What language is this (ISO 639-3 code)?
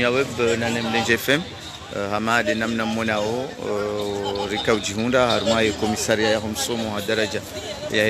zdj